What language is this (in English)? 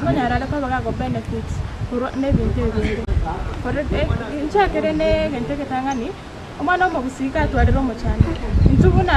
Gusii